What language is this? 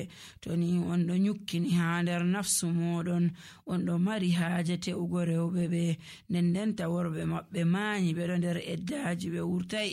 Nigerian Fulfulde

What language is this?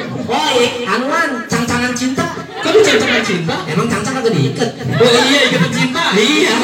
Betawi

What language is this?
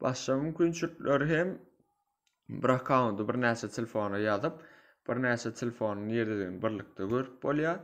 Turkmen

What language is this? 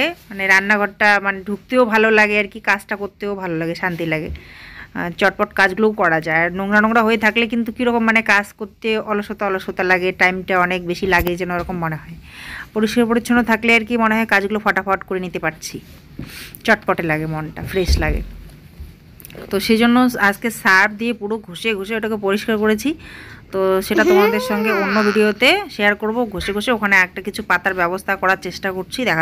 Bangla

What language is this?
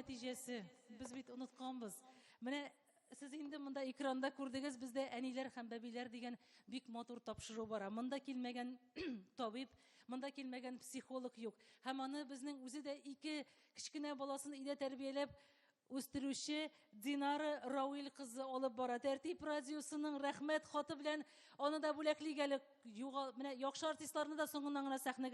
Tatar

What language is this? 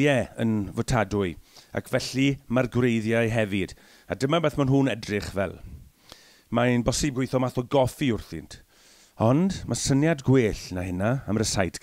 Welsh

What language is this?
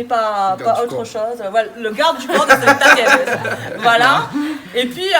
Réunion Creole French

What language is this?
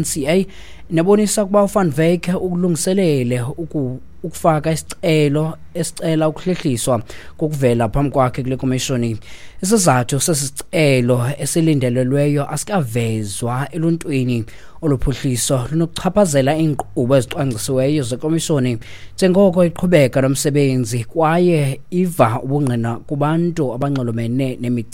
Xhosa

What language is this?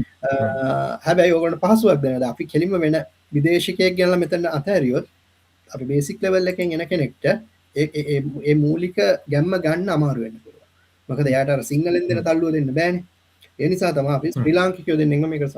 Sinhala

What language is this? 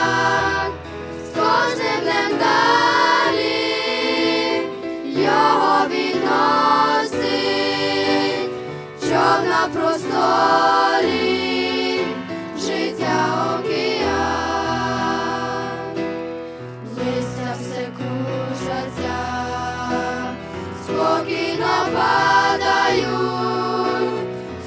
Ukrainian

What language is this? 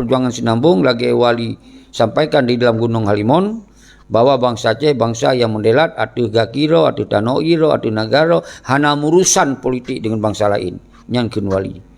Achinese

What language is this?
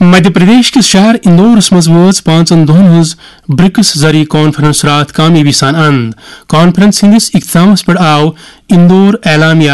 Kashmiri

